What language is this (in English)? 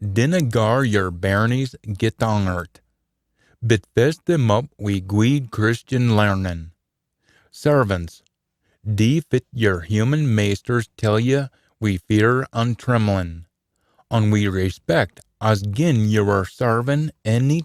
Scots